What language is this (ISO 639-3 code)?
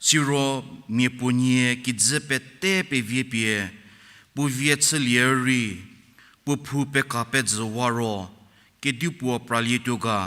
njm